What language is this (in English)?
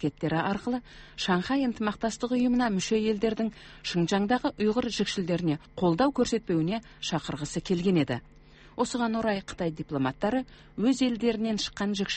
Kazakh